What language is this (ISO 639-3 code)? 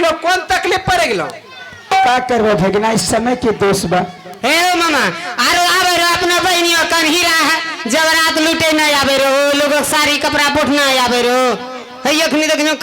mai